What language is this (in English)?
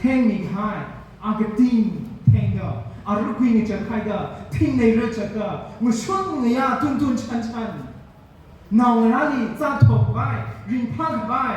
Tangkhul Naga (India)